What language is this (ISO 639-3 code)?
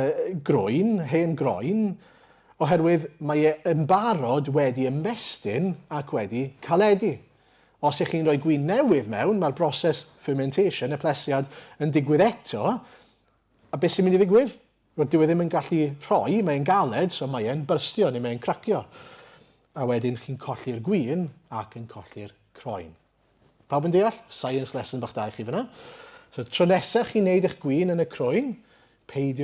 cym